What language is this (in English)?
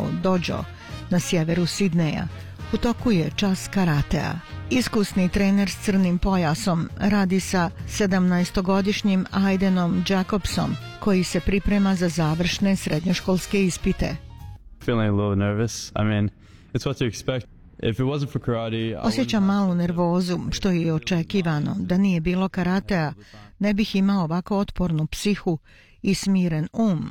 Bosnian